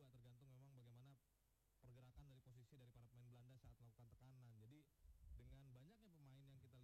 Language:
Indonesian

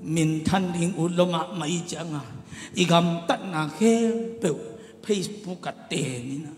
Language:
Tedim Chin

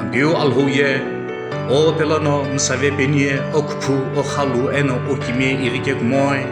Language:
Sumi Naga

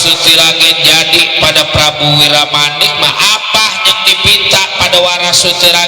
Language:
Betawi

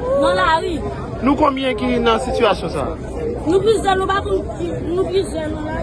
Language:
Haitian Creole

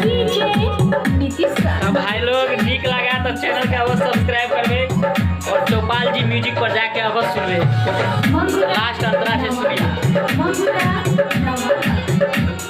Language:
Maithili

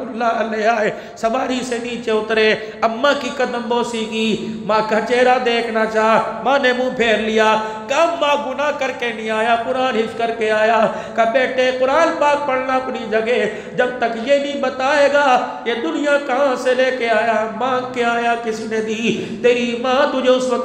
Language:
Urdu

